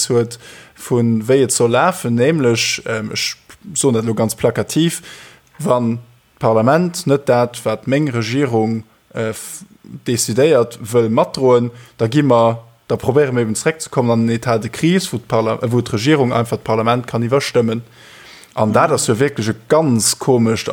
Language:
Luxembourgish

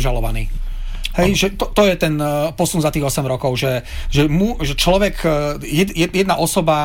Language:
Slovak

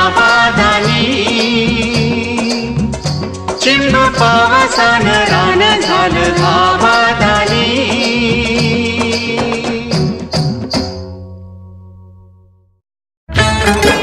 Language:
Marathi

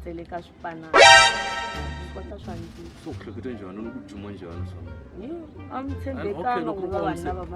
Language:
Tsonga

